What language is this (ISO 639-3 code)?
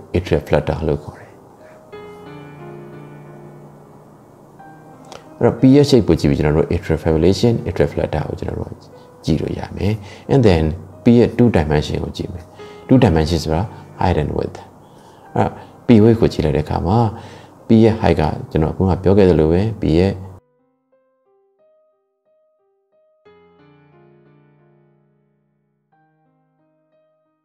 mya